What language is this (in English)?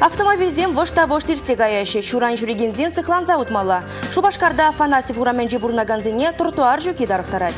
Chuvash